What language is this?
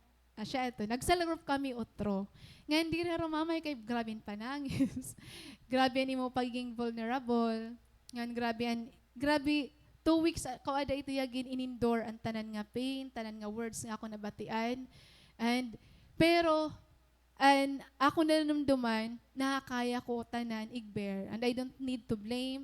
Waray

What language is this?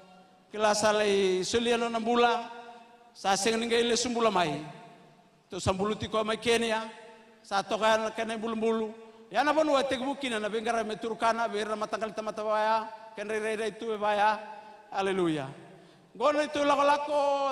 Fijian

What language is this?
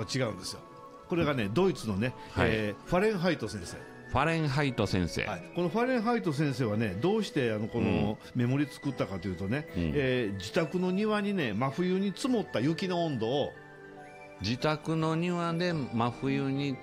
Japanese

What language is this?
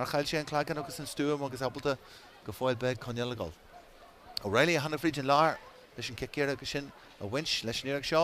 Irish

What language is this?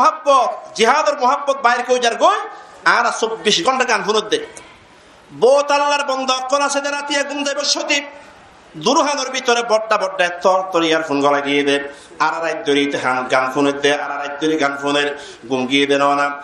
Rohingya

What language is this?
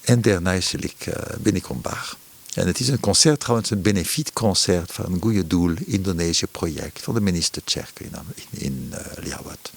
Western Frisian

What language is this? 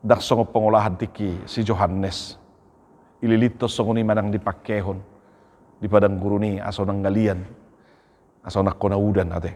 Batak Toba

